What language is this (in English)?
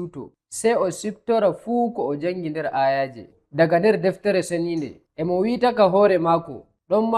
Nigerian Fulfulde